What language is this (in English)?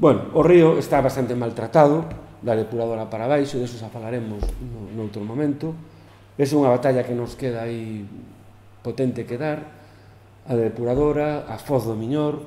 Galician